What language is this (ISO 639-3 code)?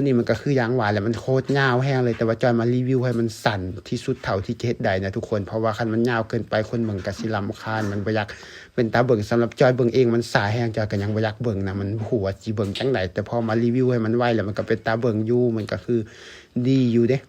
lao